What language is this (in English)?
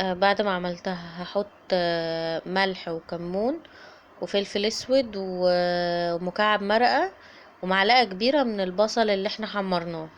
Egyptian Arabic